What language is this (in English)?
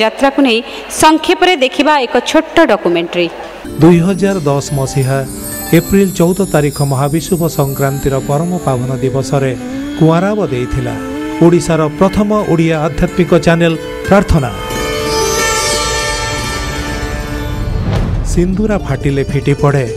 Odia